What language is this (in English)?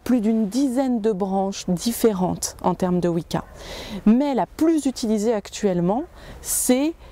French